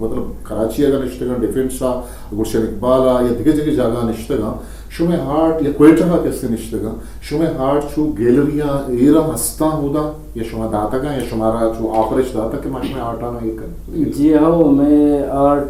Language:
Eastern Balochi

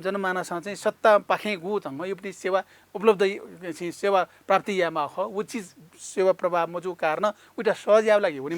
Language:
Newari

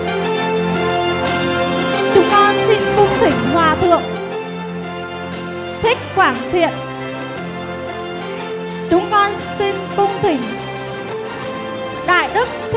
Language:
Vietnamese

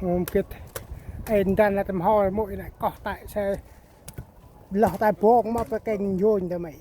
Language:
Central Mnong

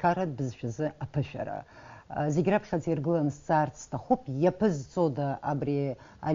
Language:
Abkhazian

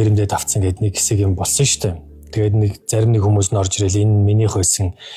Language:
Mongolian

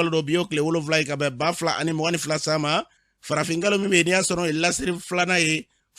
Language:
Bambara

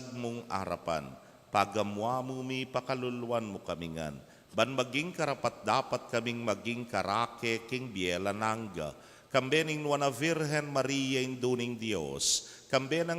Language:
Pampanga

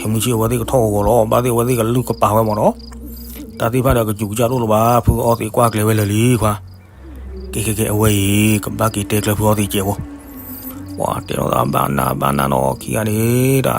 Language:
S'gaw Karen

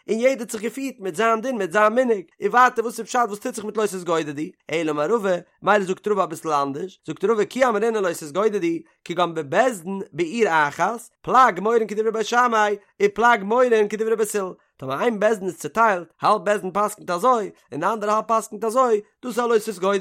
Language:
Yiddish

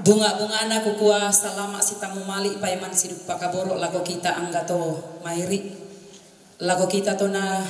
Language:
Toraja-Sa'dan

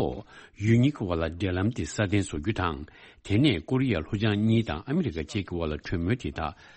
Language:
Tibetan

